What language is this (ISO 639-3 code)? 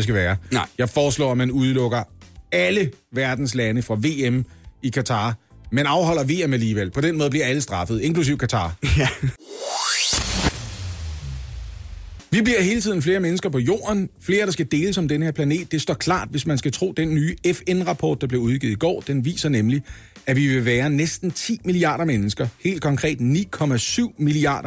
dan